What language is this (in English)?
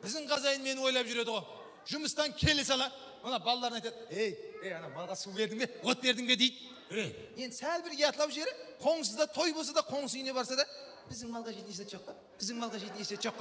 Kara-Kalpak